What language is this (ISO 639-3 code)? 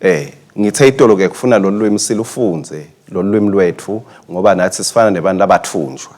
ssw